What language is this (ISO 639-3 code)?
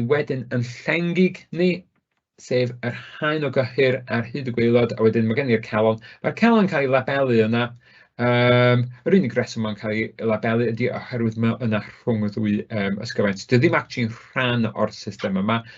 cym